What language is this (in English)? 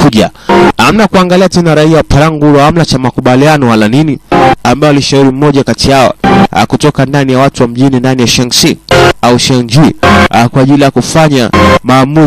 Swahili